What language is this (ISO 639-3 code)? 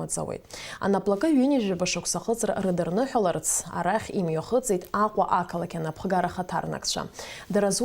abk